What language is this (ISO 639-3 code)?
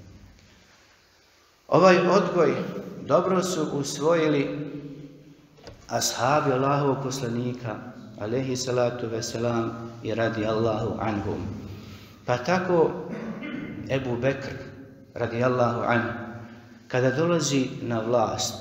bos